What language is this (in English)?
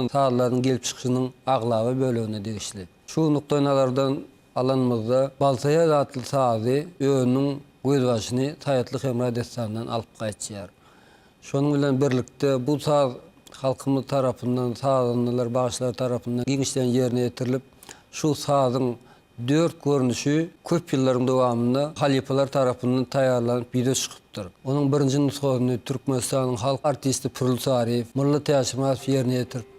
Turkmen